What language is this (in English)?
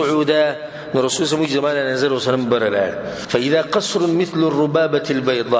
Pashto